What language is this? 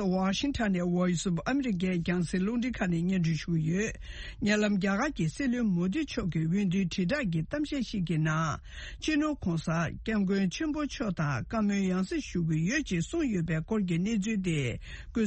Tibetan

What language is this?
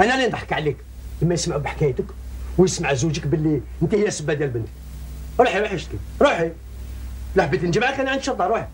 Algerian Arabic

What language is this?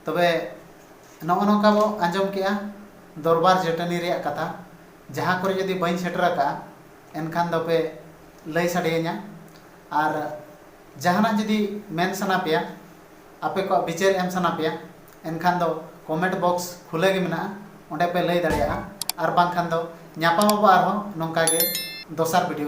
Santali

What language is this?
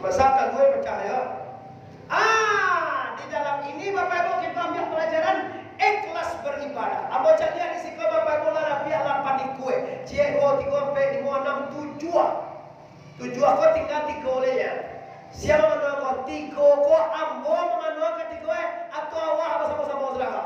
Minangkabau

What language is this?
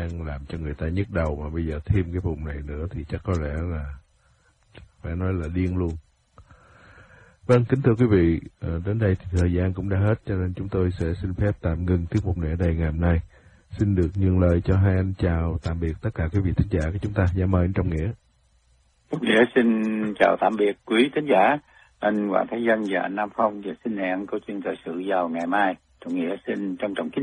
Vietnamese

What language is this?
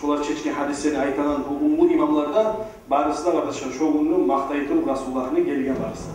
Kumyk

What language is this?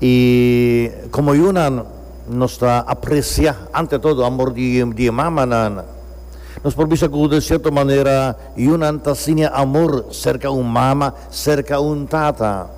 Papiamento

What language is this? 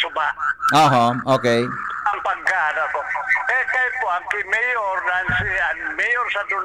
Bikol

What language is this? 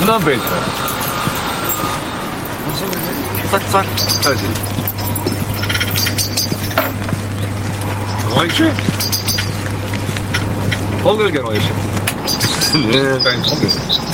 Korean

